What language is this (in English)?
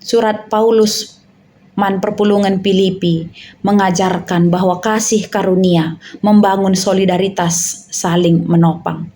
Batak Karo